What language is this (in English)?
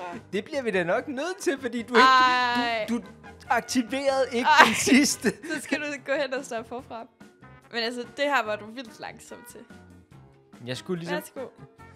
Danish